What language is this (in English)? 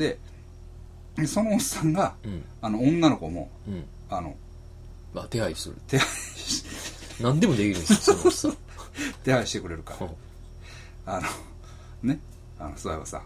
Japanese